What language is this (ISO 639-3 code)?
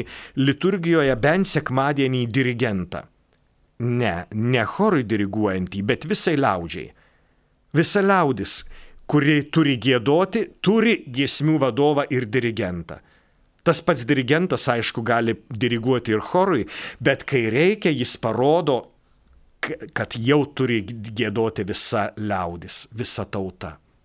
lit